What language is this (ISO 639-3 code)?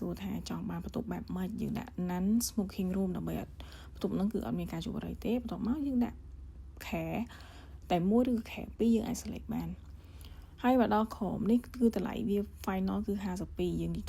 khm